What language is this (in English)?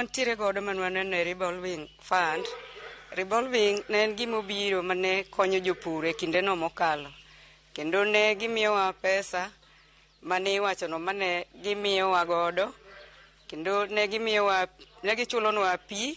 Luo (Kenya and Tanzania)